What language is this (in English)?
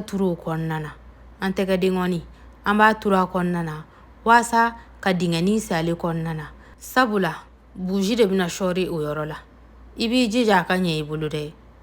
Bambara